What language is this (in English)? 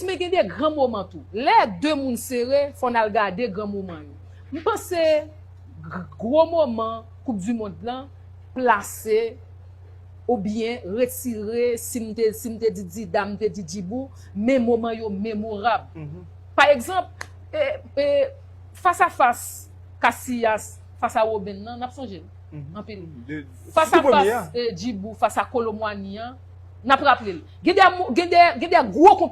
Haitian Creole